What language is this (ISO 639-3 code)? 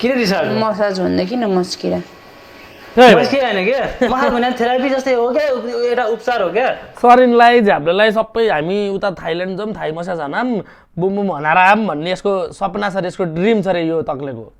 nep